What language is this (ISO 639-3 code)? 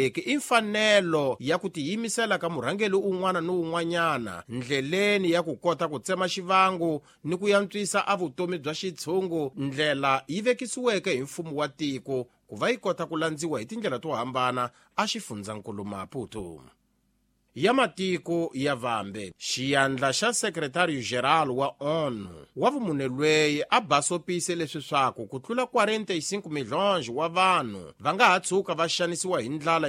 tso